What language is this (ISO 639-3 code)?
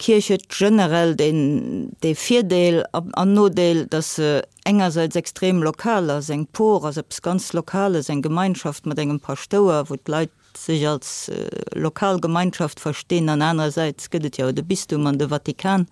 ltz